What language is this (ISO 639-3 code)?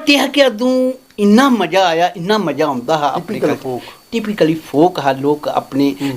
doi